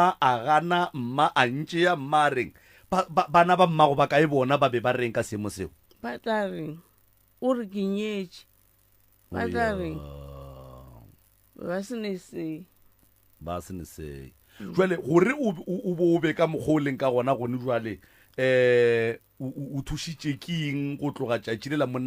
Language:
Northern Sotho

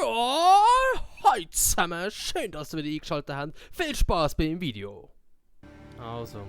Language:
Swiss German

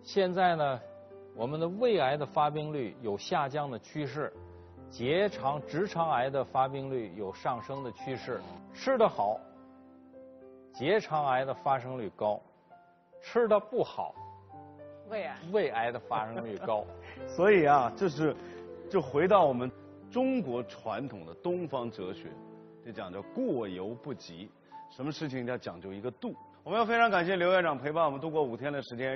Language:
Chinese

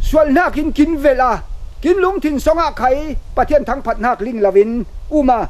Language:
Falam Chin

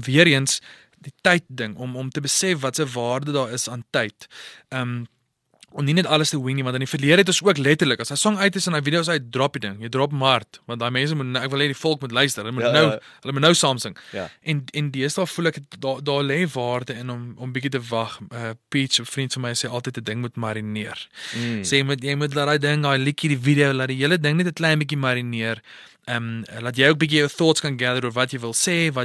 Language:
Afrikaans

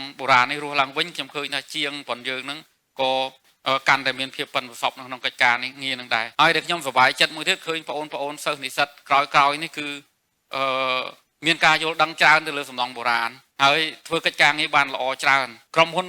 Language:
Khmer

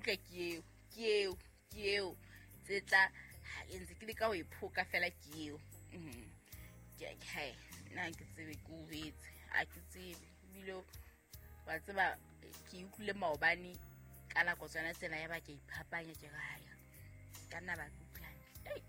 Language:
Southern Sotho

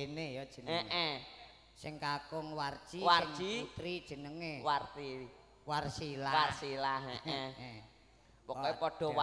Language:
Javanese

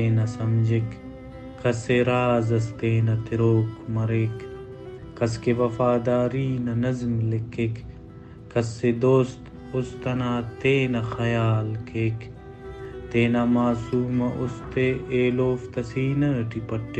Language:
Brahui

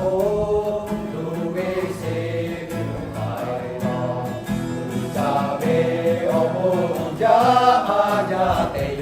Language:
Lahu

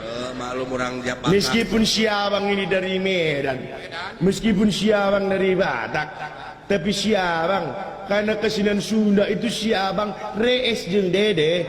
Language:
Sundanese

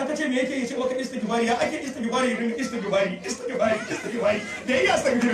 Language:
Hausa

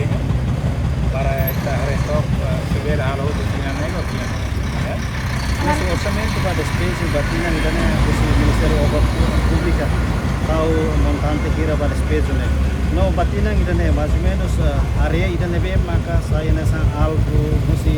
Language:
Tetum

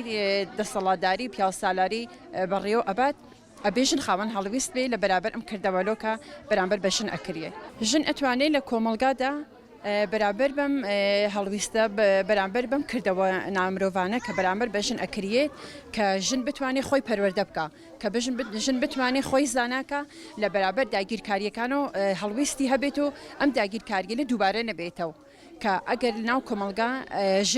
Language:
Central Kurdish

